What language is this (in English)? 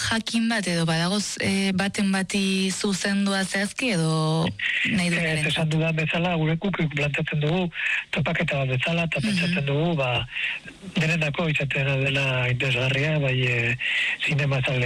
Basque